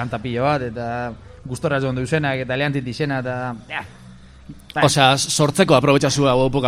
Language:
Basque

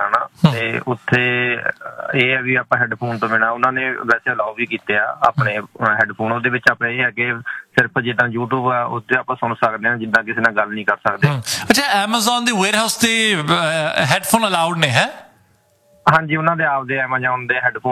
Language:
Punjabi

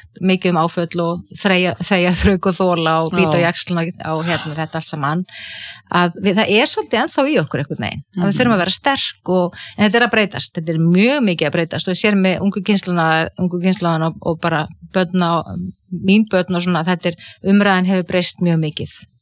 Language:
Icelandic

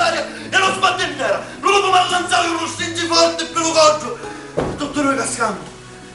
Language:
Sicilian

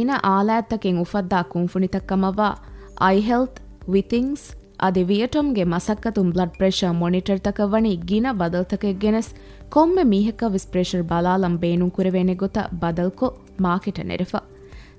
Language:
Divehi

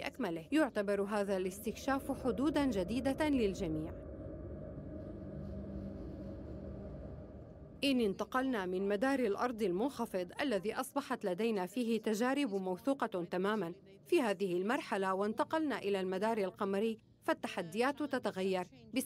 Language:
Arabic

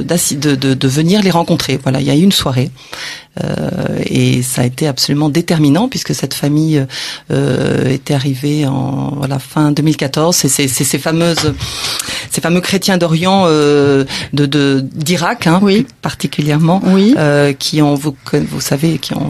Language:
French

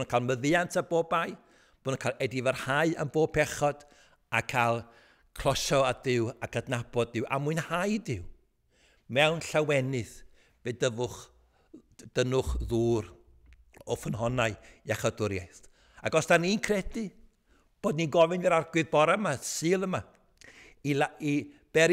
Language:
Welsh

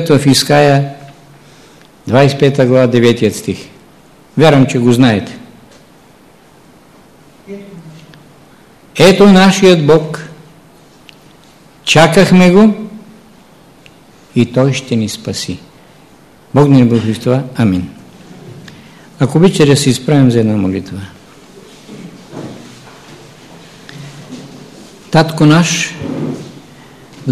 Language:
Bulgarian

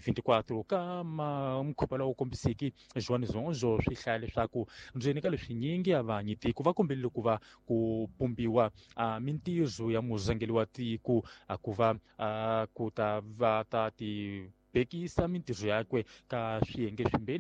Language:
Tsonga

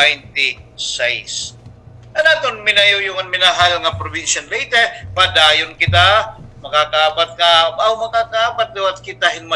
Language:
Waray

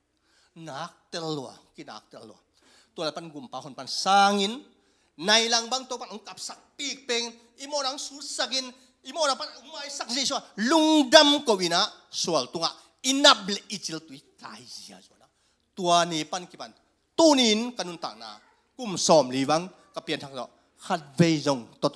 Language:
Tedim Chin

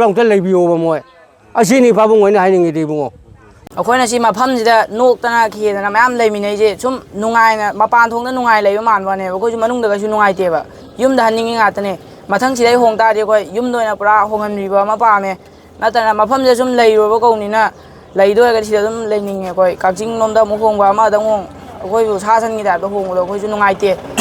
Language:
Manipuri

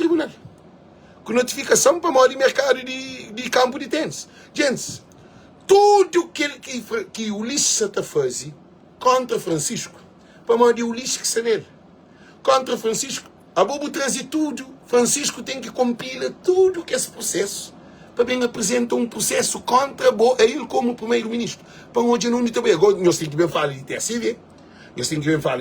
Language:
Kabuverdianu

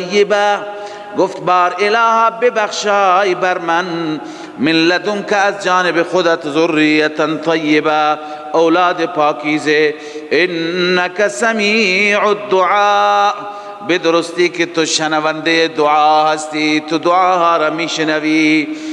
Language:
Persian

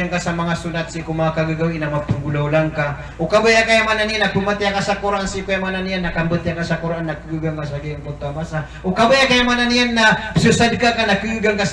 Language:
Maranao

